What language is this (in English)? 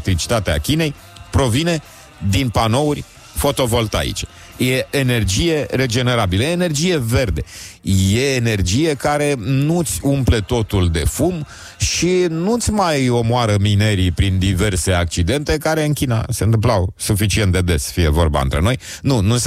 Romanian